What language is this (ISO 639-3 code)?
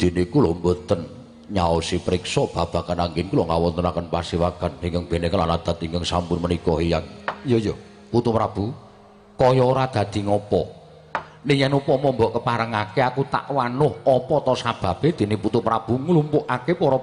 jav